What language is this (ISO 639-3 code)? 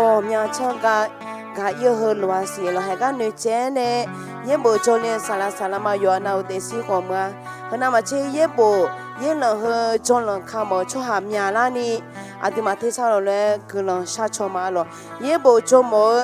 ahk